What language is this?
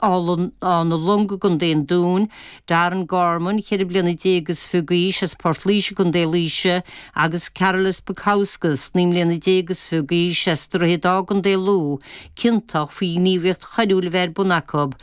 Irish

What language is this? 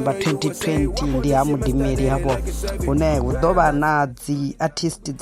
Venda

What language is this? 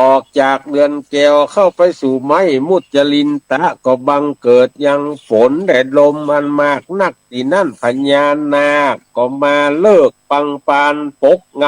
Northern Thai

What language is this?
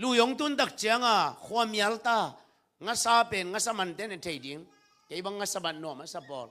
Tedim Chin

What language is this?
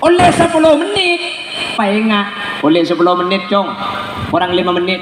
Madurese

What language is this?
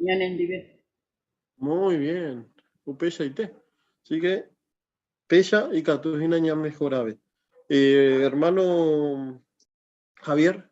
Guarani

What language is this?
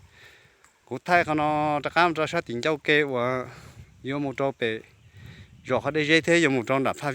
Hmong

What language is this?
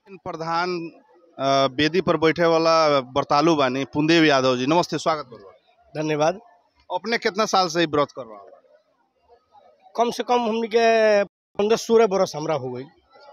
Bhojpuri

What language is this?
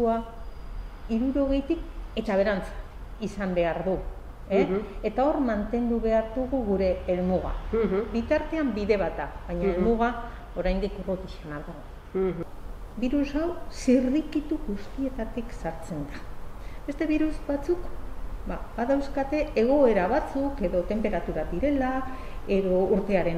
Basque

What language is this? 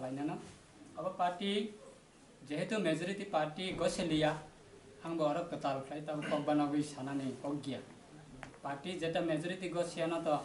Kok Borok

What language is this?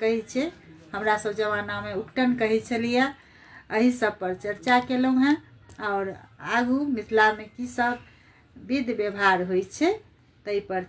Maithili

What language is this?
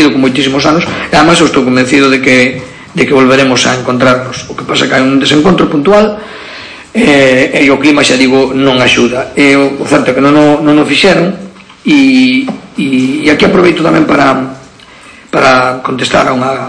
Galician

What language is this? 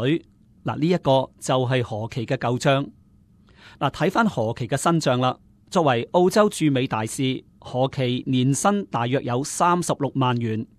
Cantonese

